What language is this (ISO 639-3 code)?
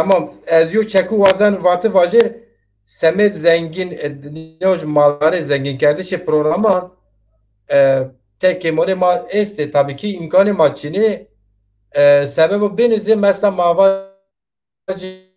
zza